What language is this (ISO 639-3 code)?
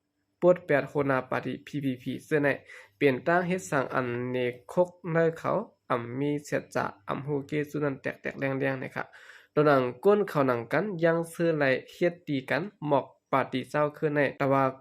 shn